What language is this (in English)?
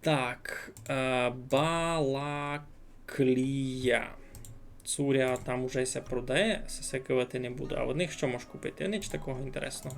Rusyn